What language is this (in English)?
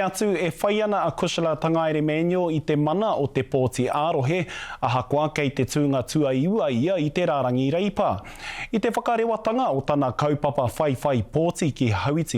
Māori